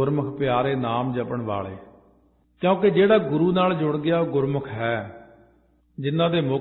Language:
Punjabi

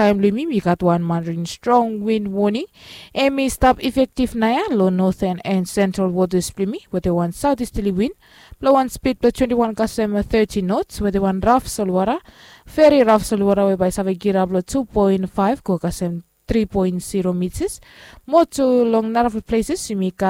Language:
Bislama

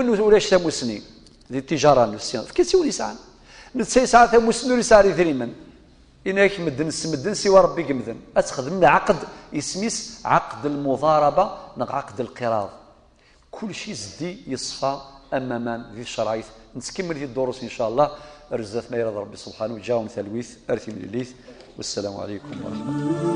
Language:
Kabyle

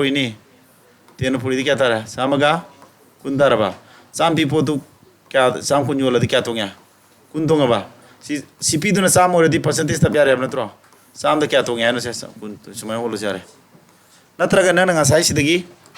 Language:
Manipuri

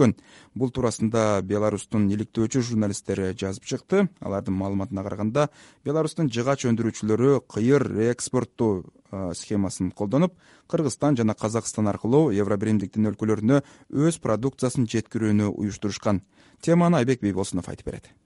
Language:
Kyrgyz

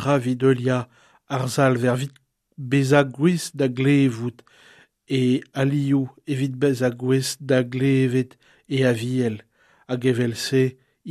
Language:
Breton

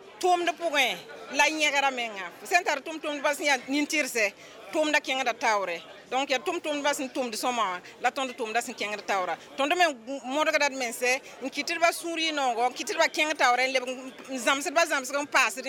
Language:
Mossi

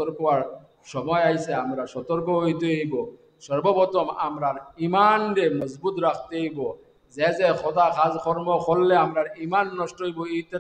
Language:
Sylheti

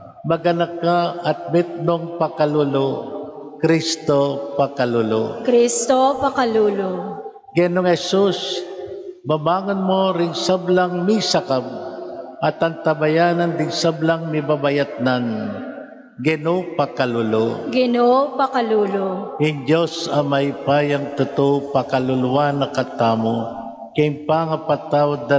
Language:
Pampanga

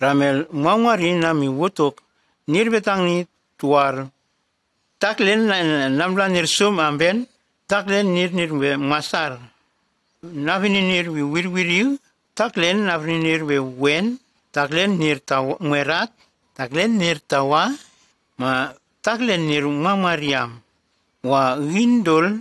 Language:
Nume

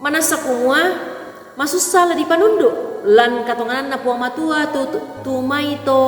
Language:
Toraja-Sa'dan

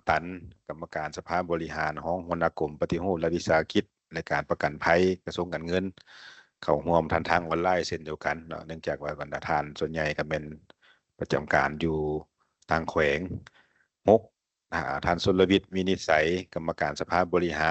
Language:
Lao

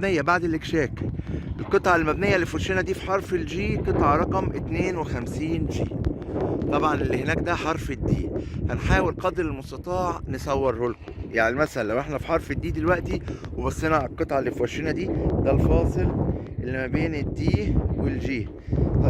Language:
Egyptian Arabic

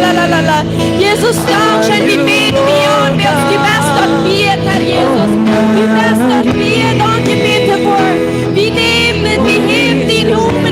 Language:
Plautdietsch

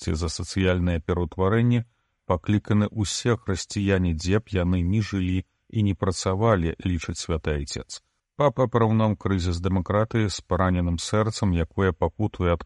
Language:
Belarusian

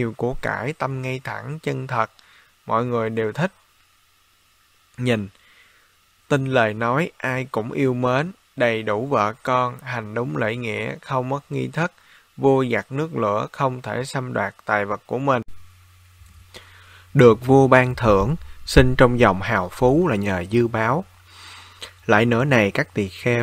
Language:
Vietnamese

